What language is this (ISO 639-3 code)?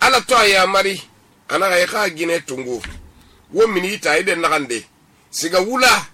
sus